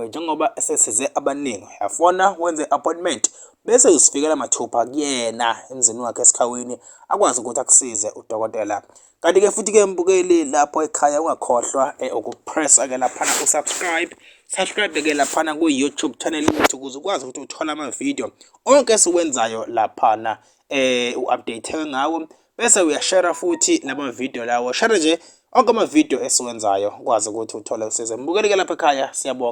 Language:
Zulu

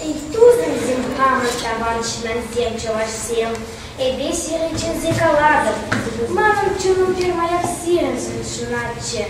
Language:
Chuvash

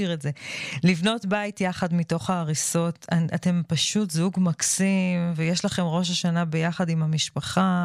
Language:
Hebrew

